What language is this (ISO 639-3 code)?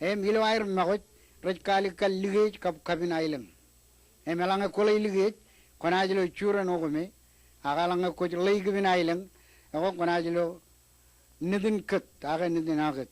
mah